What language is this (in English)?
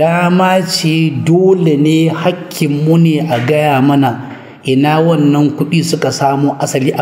Hausa